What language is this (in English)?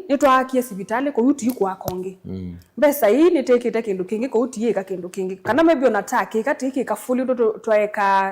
Kamba